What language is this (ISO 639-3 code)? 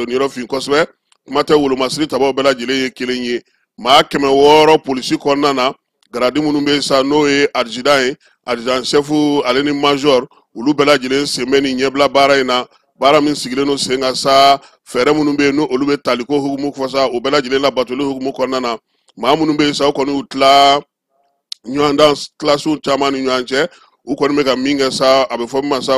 bam